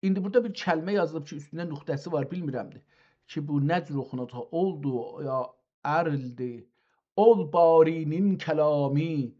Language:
South Azerbaijani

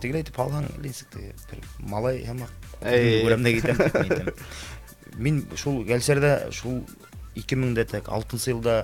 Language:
Bashkir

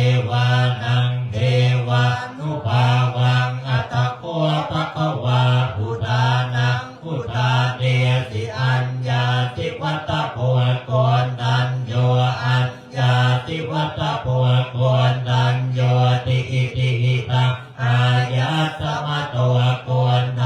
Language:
Pali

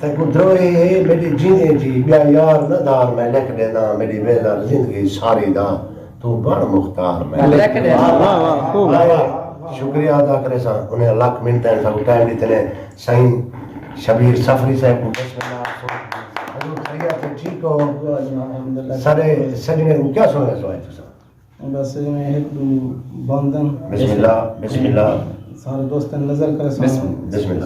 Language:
Saraiki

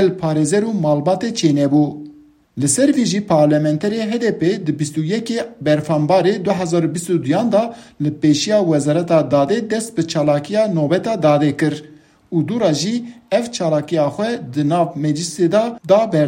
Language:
Kurdish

